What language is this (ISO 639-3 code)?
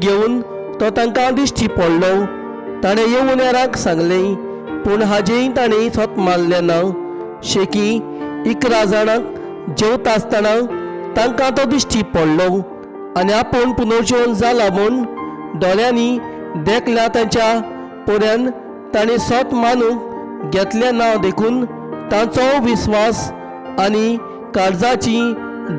kok